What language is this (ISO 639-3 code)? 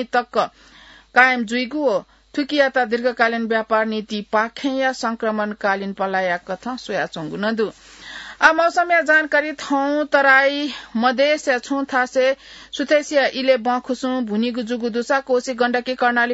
new